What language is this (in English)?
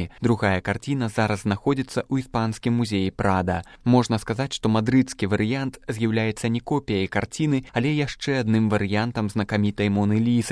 Belarusian